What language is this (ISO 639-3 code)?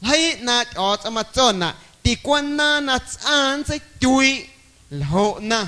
amu